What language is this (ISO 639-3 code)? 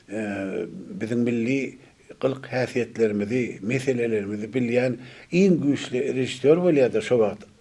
tuk